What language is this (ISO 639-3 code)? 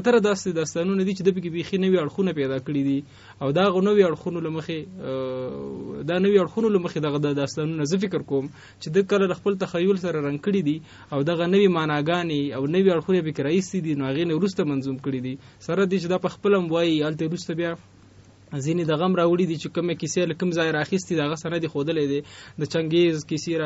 pus